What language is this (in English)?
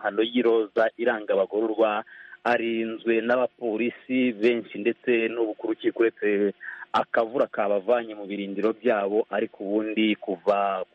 Kinyarwanda